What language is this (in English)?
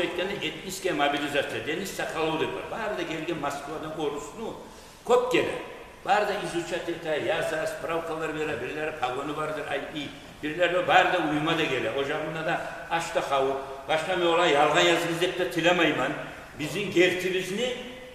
Kumyk